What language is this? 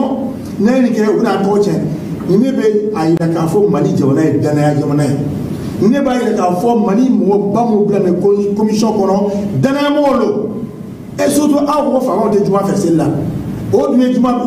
Bambara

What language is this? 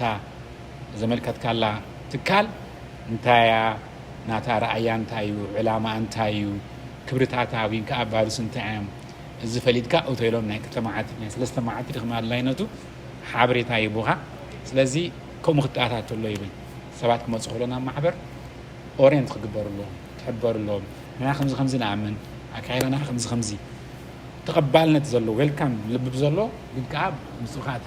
Tigrinya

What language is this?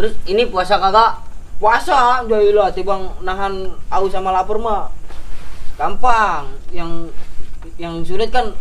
Betawi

